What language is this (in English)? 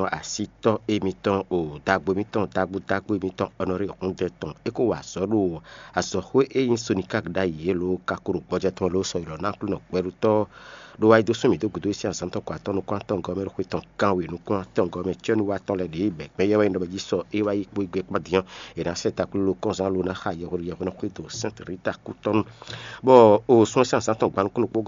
Fon